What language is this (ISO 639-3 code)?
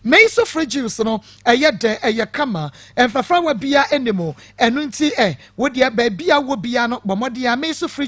aka